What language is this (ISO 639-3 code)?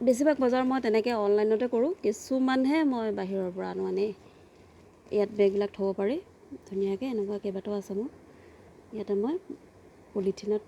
asm